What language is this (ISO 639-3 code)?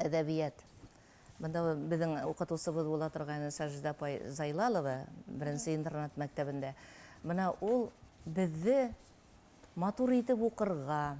bak